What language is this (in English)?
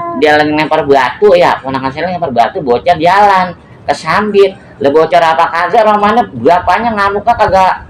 Betawi